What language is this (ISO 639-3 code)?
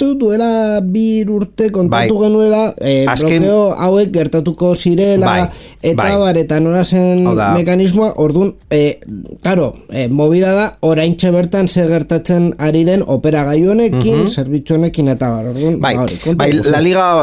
eus